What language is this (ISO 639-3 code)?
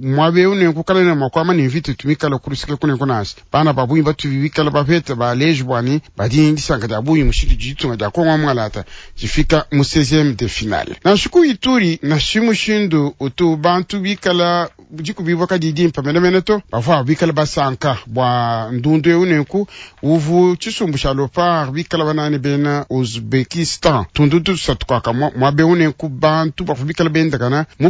lua